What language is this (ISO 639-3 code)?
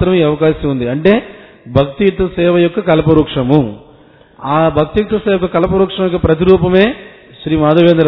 tel